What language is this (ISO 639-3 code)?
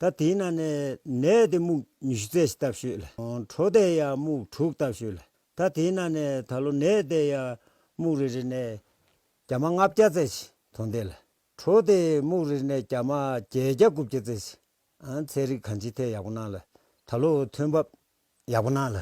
bod